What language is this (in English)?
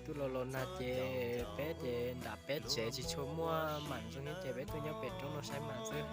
Hmong